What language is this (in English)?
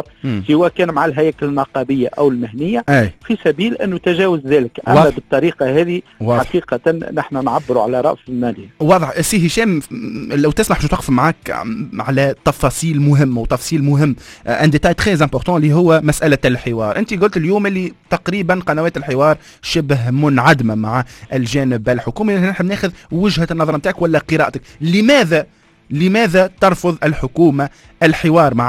Tunisian Arabic